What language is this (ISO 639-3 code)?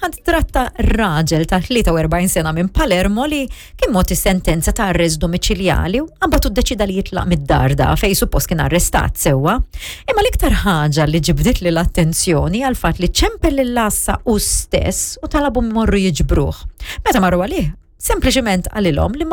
mlt